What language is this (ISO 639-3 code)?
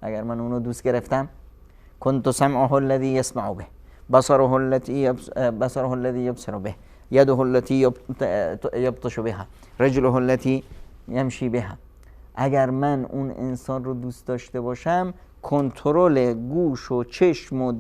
fas